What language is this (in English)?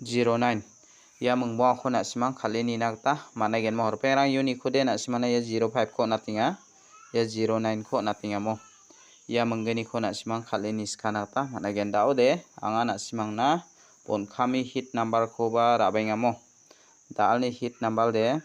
Garo